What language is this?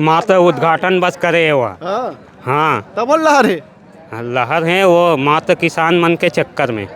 Chhattisgarhi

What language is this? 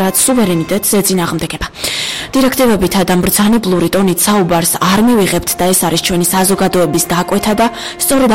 Georgian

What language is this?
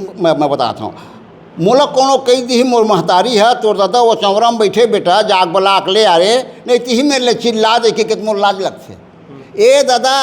Chhattisgarhi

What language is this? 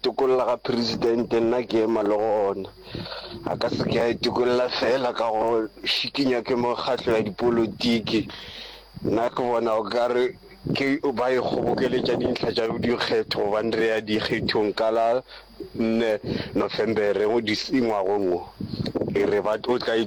Northern Sotho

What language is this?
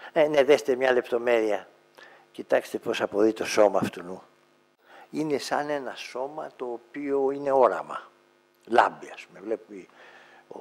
Greek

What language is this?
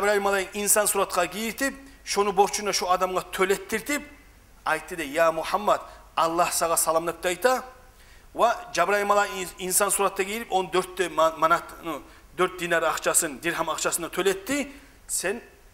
Kumyk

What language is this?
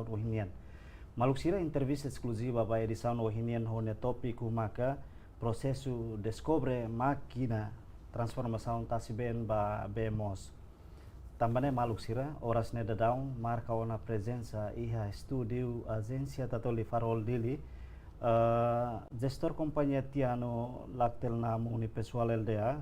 Tetum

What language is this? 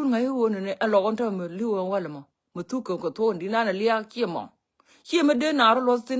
Nuer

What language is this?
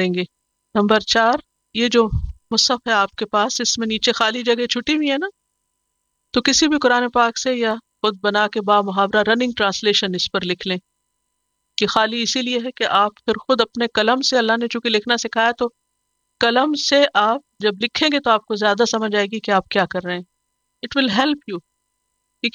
Urdu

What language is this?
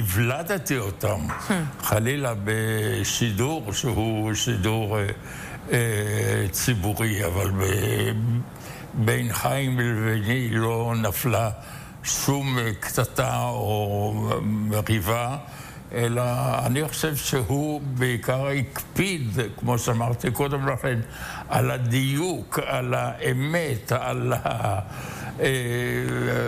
Hebrew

